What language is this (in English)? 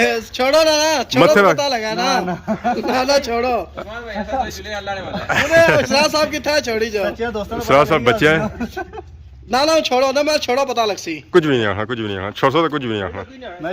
Pahari-Potwari